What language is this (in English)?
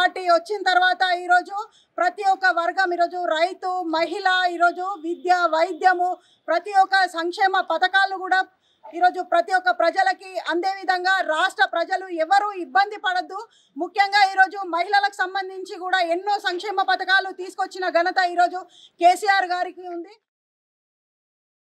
Telugu